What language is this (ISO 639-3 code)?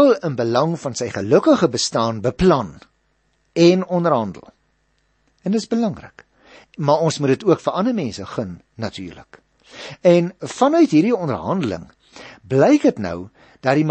afr